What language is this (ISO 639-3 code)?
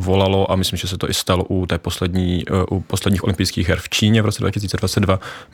ces